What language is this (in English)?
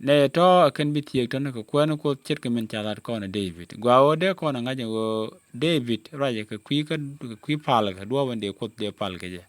Nuer